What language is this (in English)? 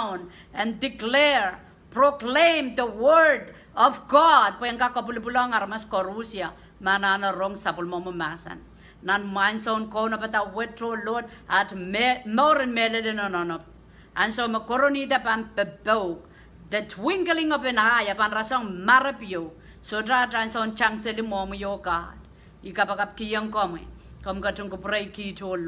Pohnpeian